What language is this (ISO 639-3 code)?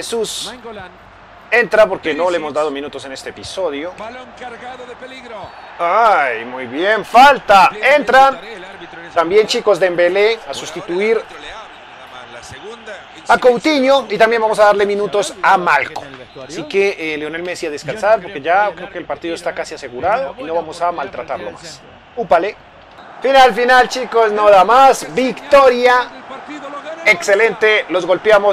spa